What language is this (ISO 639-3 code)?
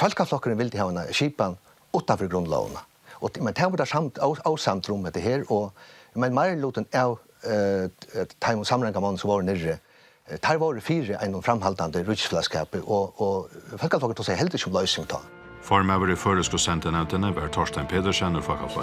fao